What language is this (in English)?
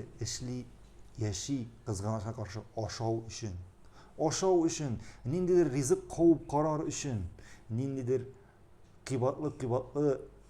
Tatar